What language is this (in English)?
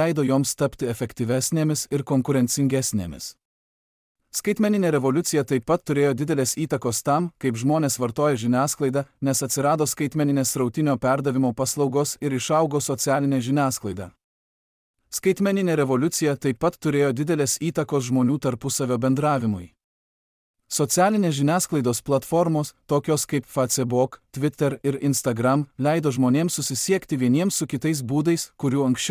Lithuanian